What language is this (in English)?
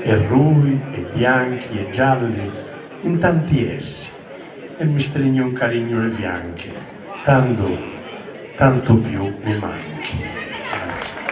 Sardinian